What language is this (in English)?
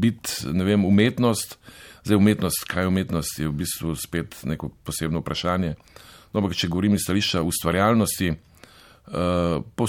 Slovenian